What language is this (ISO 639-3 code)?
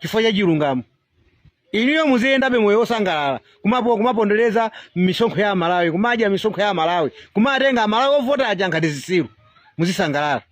nya